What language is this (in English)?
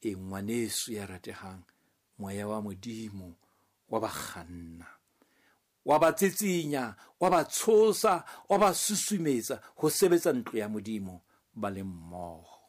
Southern Sotho